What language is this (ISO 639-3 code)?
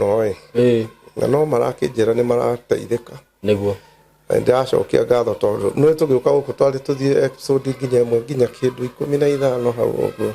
kik